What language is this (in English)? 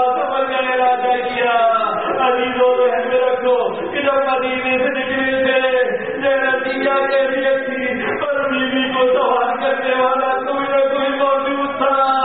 Urdu